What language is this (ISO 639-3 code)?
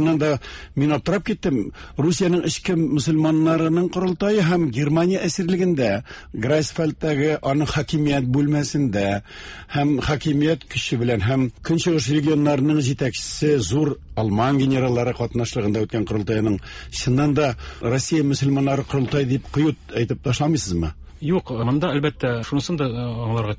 tat